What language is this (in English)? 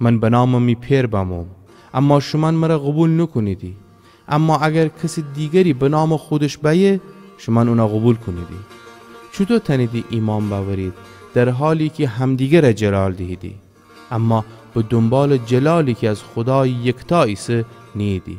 Gilaki